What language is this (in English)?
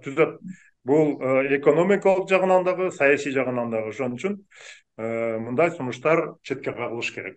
Kyrgyz